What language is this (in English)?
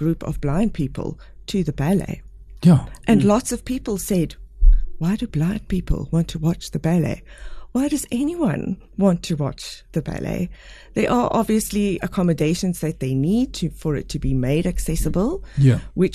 Afrikaans